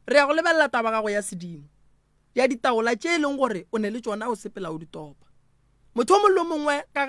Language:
Northern Sotho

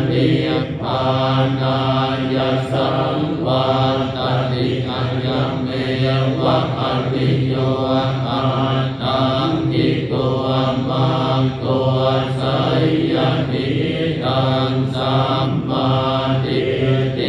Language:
Pali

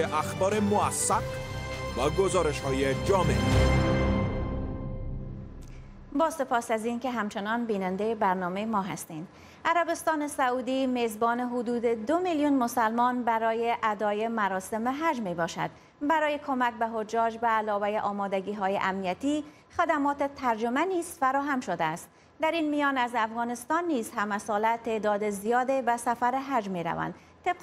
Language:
Persian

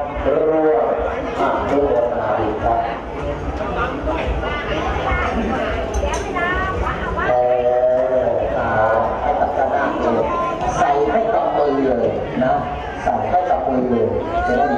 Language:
Thai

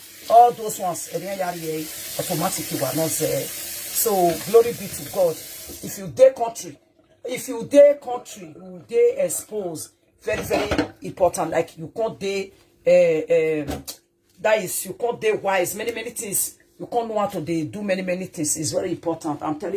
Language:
Nigerian Pidgin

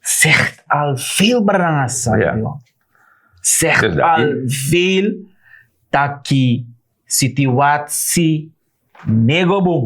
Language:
Sranan Tongo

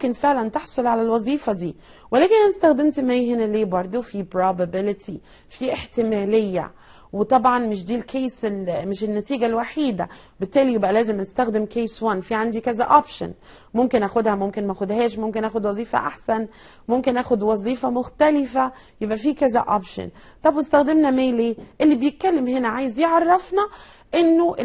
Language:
Egyptian Arabic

